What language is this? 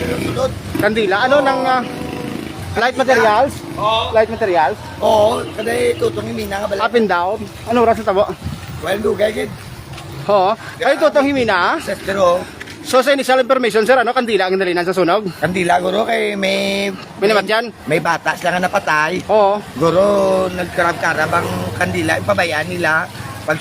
Hiligaynon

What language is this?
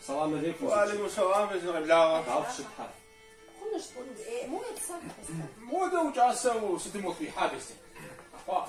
Kabardian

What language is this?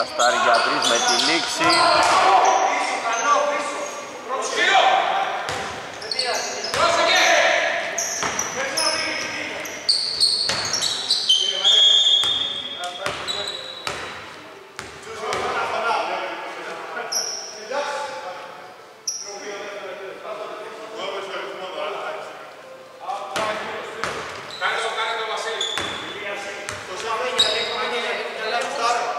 Greek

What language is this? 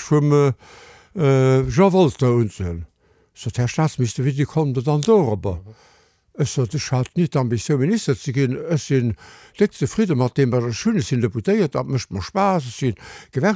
Luxembourgish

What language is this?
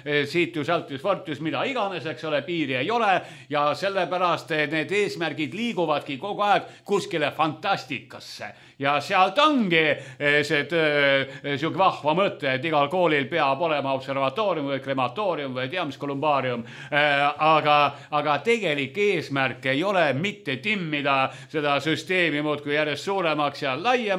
Estonian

